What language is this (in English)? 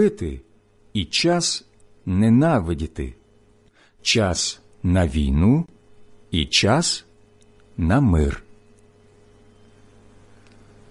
Ukrainian